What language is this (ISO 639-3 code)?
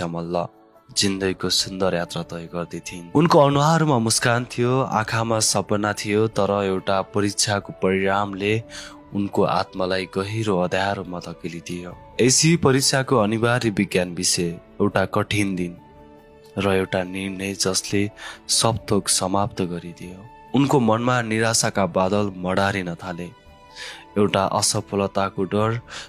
nep